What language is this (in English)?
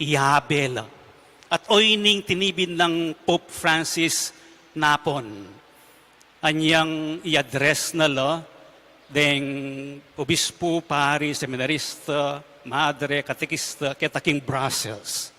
Pampanga